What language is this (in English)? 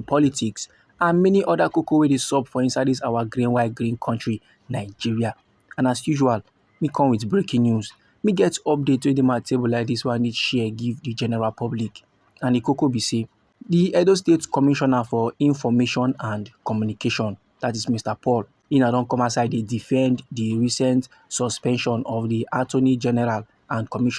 Nigerian Pidgin